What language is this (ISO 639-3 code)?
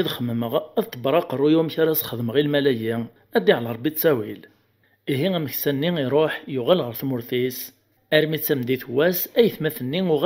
kab